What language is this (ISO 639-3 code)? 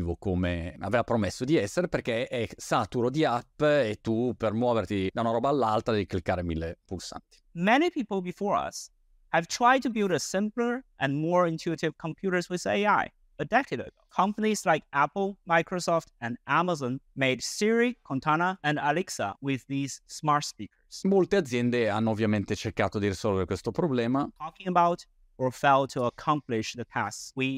ita